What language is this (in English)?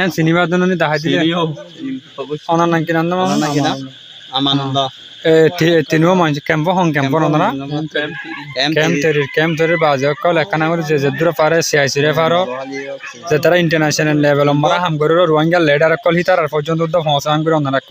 Rohingya